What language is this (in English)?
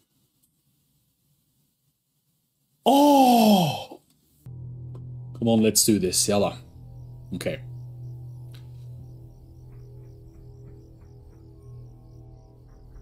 Norwegian